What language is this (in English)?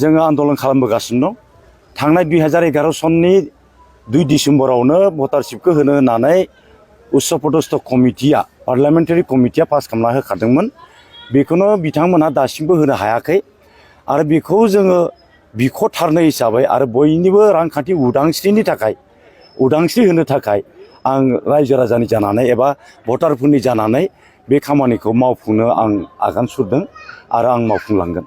Bodo